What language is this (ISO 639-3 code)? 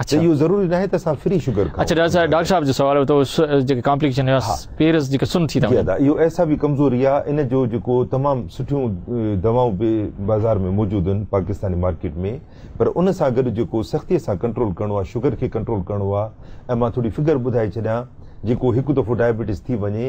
snd